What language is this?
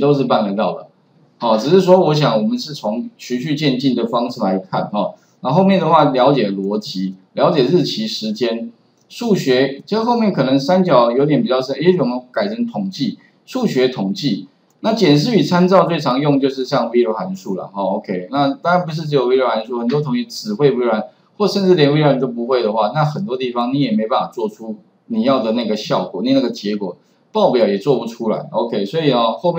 Chinese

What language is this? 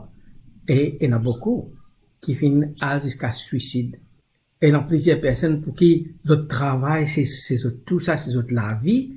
Morisyen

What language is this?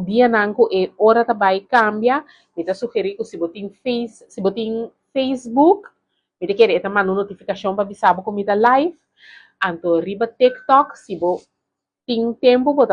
Papiamento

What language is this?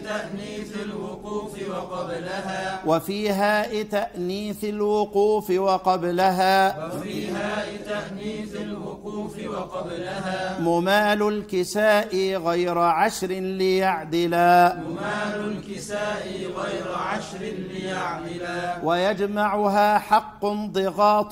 Arabic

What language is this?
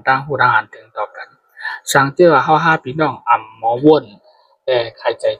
Shan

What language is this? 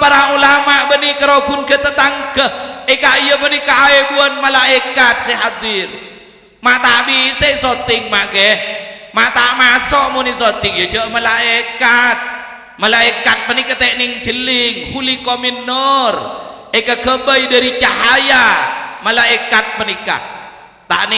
Madurese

